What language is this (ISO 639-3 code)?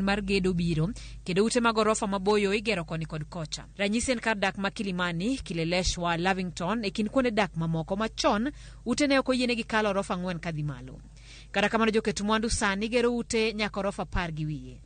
luo